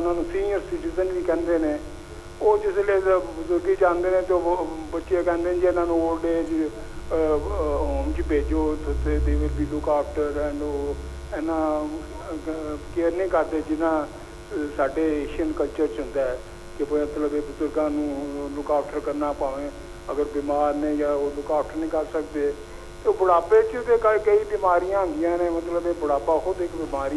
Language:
Punjabi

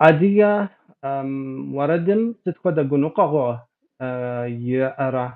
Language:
Kabardian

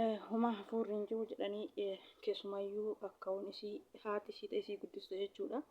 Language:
Oromo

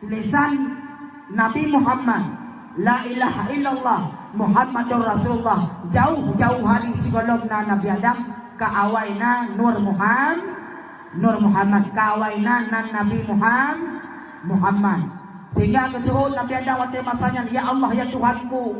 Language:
Achinese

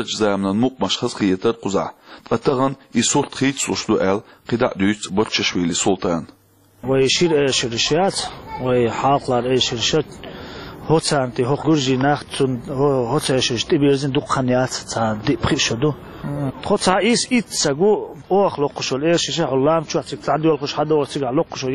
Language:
Chechen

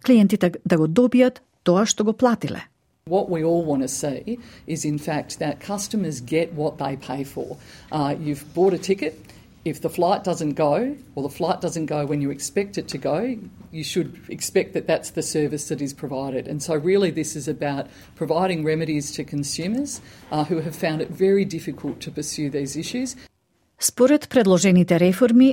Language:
Macedonian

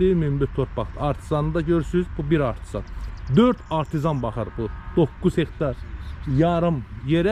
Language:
Azerbaijani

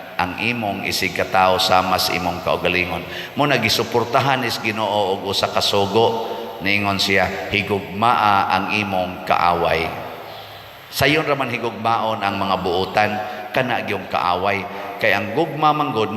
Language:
Cebuano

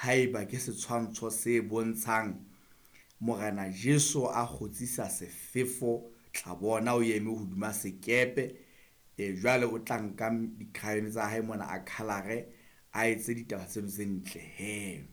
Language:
Southern Sotho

